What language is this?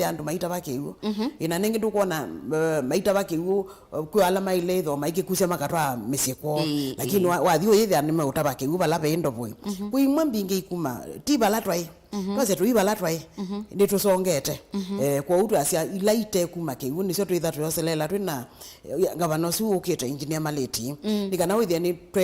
Kamba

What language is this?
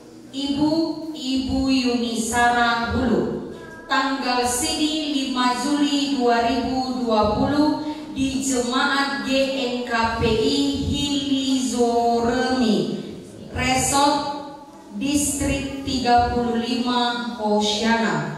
Nias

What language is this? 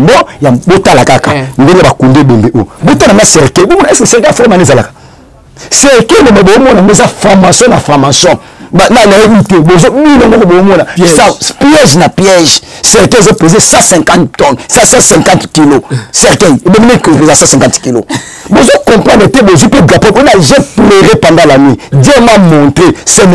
Lingala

